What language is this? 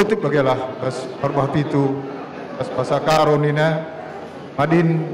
Batak Karo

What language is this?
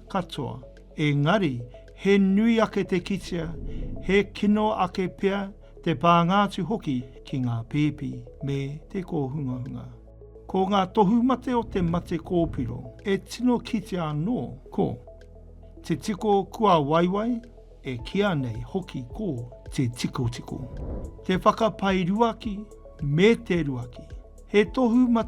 Māori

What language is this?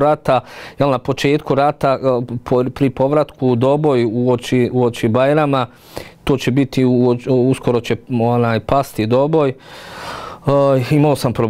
Bosnian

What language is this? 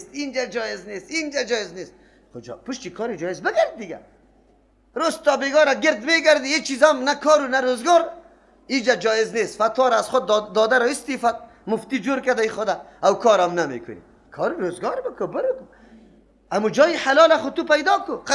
Persian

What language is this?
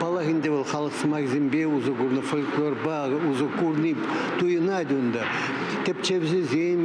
Chuvash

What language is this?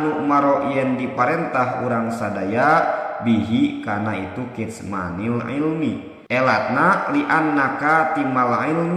Sundanese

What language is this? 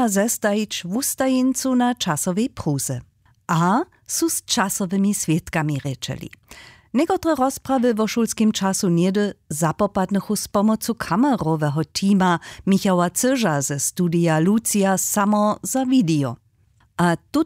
Upper Sorbian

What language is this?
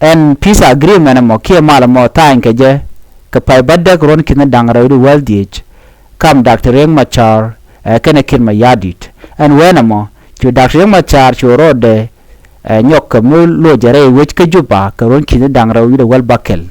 Nuer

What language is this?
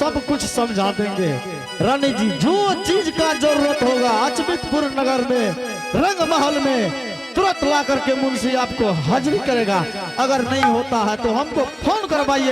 Angika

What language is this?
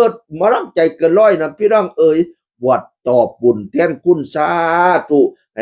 Northeastern Thai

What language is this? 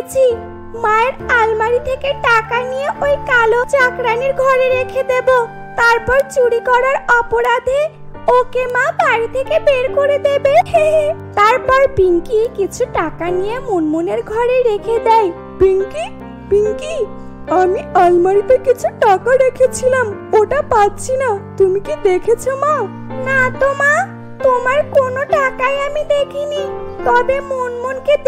Bangla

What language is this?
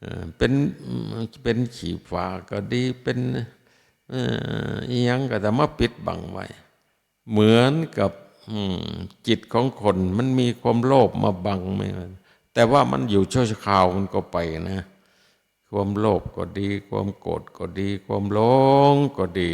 Northeastern Thai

